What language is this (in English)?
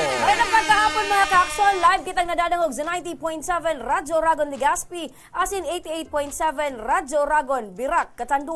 Bikol